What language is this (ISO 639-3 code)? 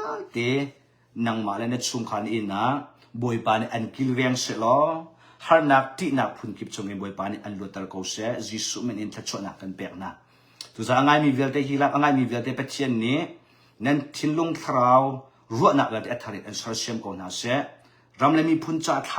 cnh